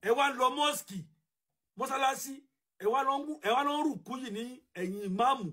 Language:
Yoruba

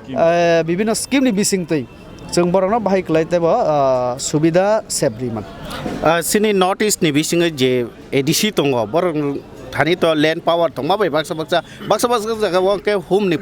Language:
Kok Borok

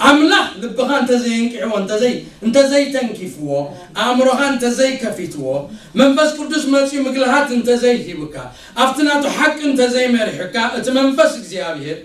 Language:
Tigrinya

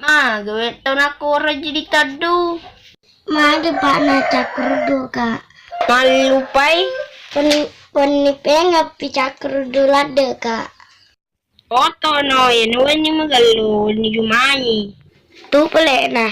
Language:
Buginese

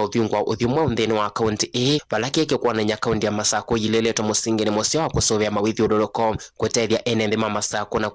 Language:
Kamba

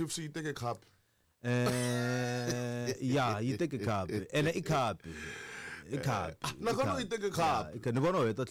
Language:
Tsonga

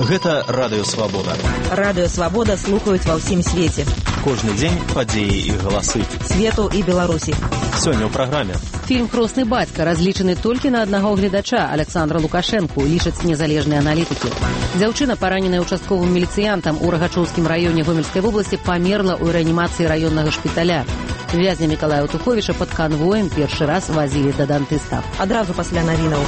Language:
Belarusian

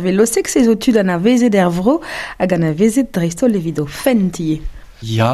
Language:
Breton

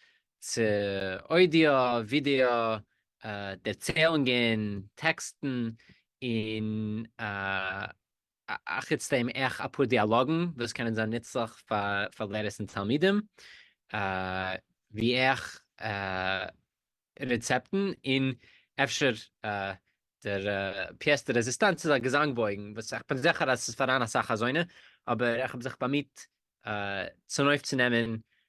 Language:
Yiddish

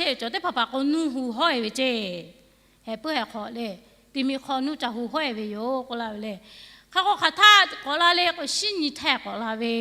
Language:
Lahu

